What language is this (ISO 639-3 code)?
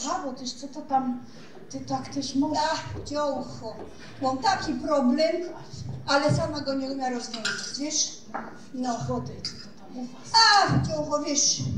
szl